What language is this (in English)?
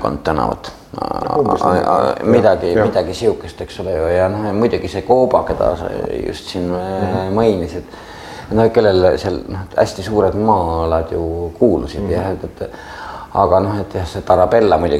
Estonian